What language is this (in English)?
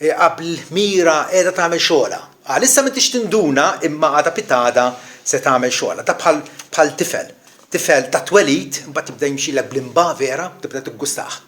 Maltese